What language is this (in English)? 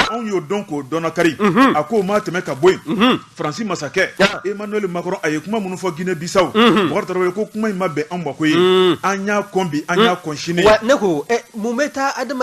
Bambara